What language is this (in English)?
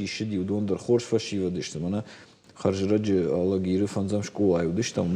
Ossetic